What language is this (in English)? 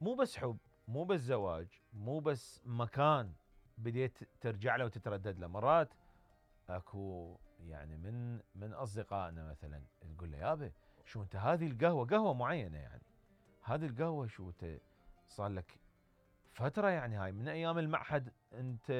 Mesopotamian Arabic